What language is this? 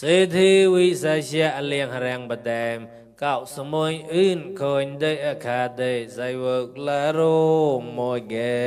Mon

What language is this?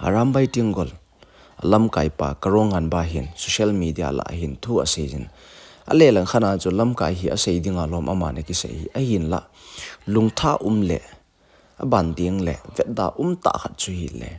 Thado Chin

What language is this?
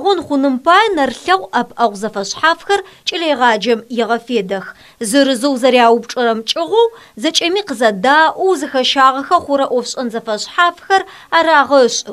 Adyghe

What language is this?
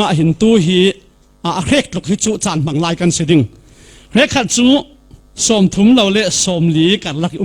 Falam Chin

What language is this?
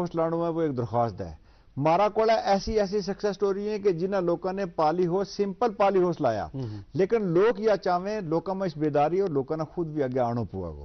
Gujari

